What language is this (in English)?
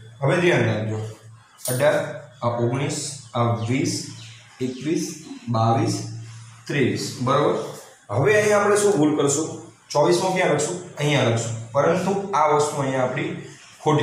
Gujarati